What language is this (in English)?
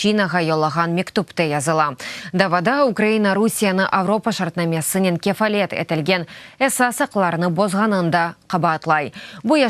Crimean Tatar